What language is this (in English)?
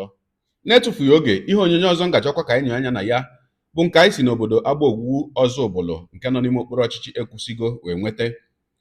Igbo